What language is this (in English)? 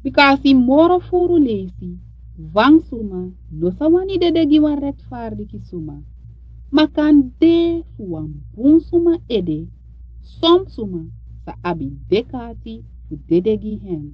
Sranan Tongo